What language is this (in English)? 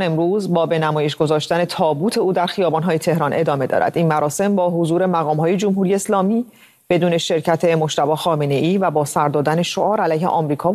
Persian